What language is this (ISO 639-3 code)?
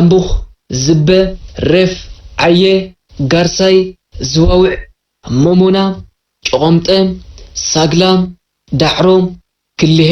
tir